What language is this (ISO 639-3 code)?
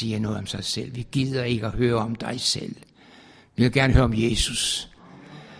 dan